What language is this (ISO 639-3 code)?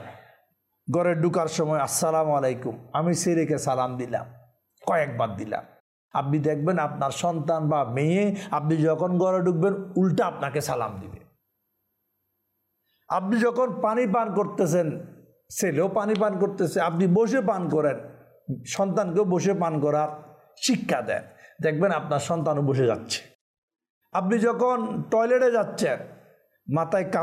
ben